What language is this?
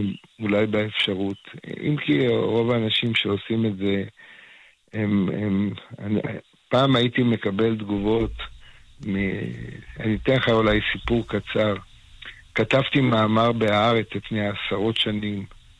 Hebrew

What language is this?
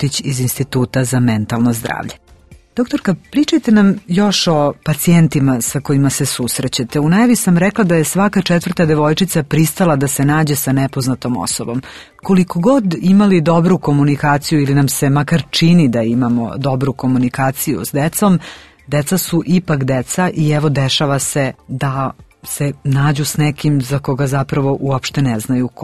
Serbian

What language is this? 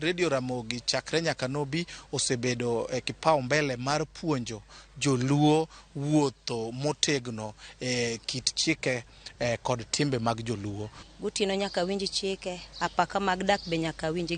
Luo (Kenya and Tanzania)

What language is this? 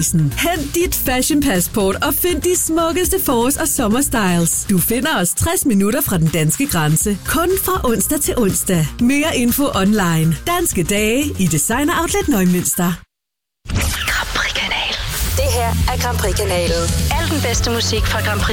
Danish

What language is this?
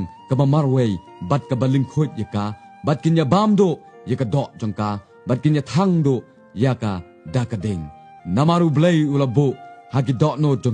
Khasi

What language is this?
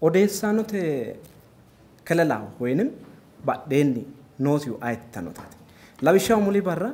Sidamo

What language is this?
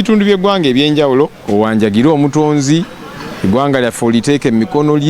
Ganda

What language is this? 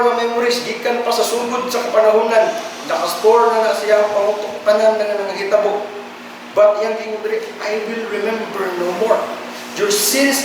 Cebuano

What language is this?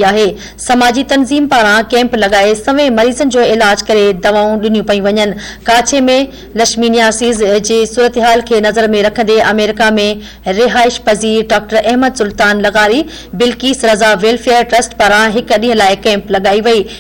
Sindhi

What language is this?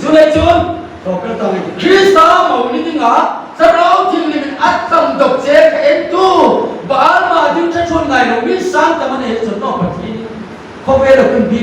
Hmar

